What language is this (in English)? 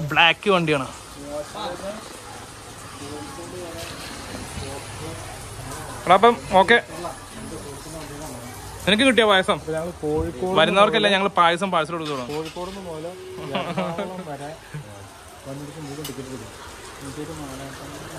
Malayalam